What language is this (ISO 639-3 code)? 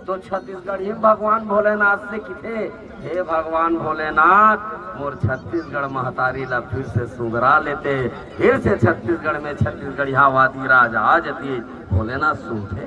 hne